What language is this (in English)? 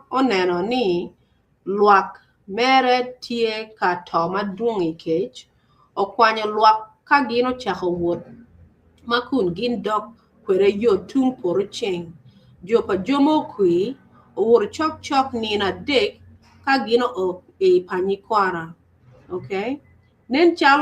Acoli